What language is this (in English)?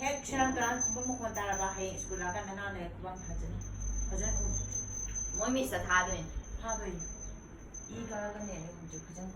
Manipuri